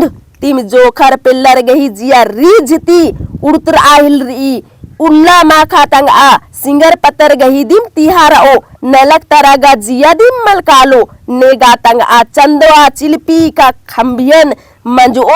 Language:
Kurukh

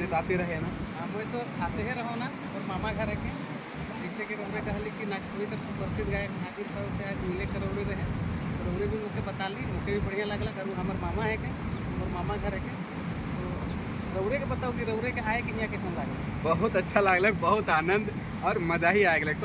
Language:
Sadri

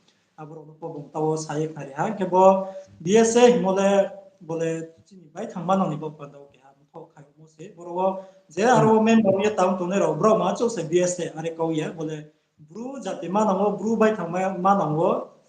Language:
Riang (India)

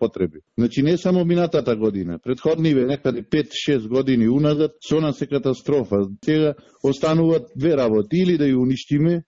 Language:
Macedonian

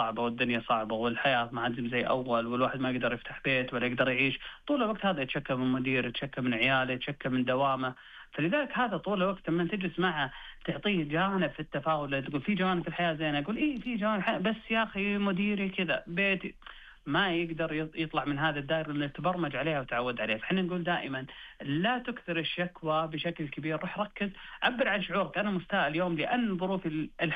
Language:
Najdi Arabic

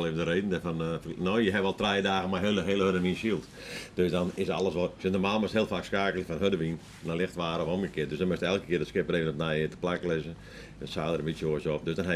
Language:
Western Frisian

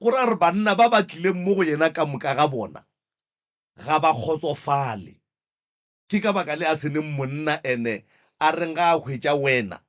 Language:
Northern Sotho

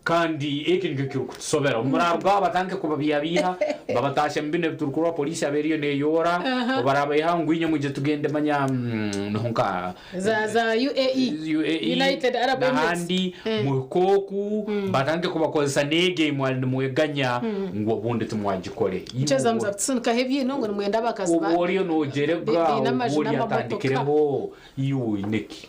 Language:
Nyankole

